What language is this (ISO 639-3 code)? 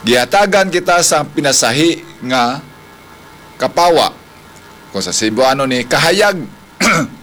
hil